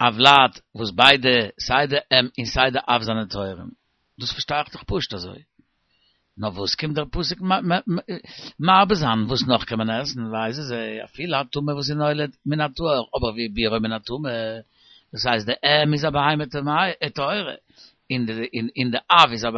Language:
Yiddish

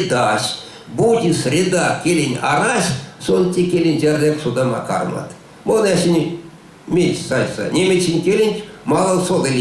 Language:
Erzya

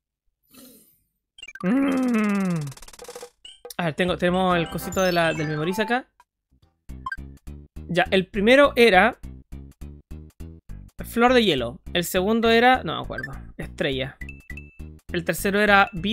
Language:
Spanish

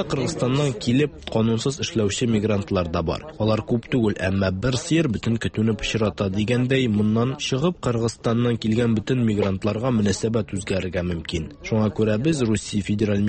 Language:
Tatar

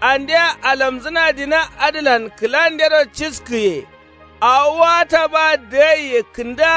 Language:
Kanuri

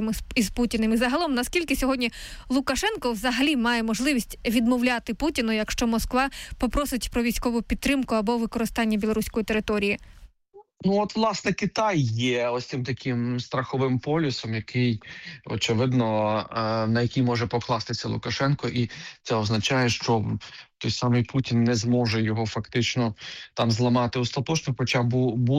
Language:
Ukrainian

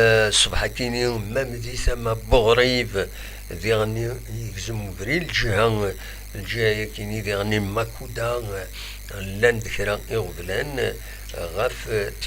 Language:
Kabyle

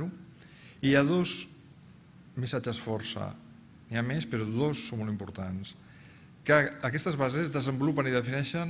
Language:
Catalan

